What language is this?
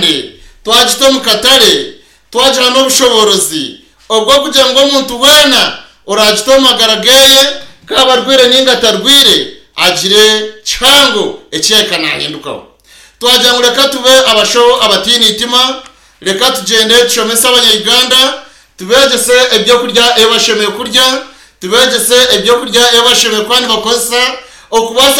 Nyankole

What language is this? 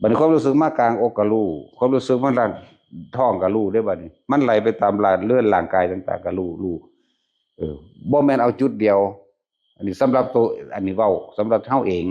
Northeastern Thai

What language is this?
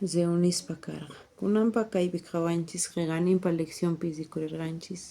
South Bolivian Quechua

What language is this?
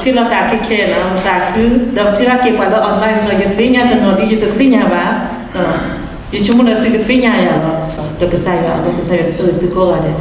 S'gaw Karen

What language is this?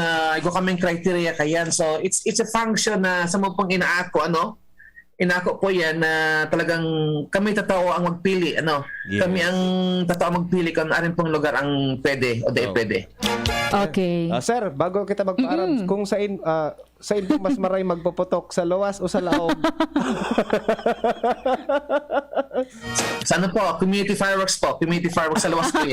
Bikol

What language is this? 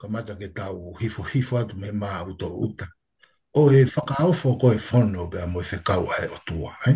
Tongan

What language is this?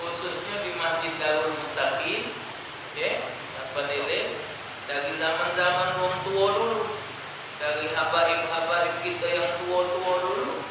Musi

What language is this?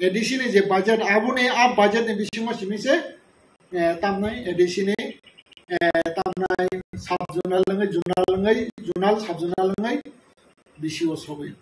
Kok Borok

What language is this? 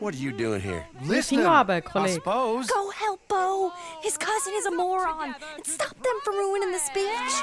Swiss German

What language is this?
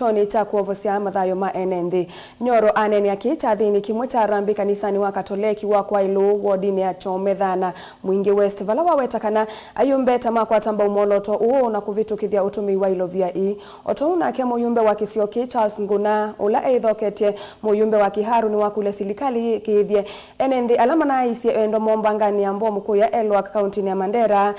Kamba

